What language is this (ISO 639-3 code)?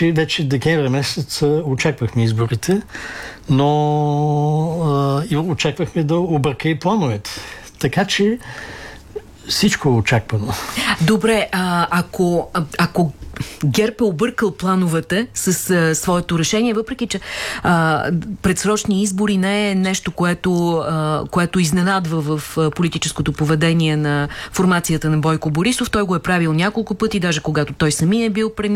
bul